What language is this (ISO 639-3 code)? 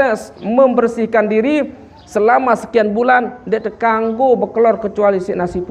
sas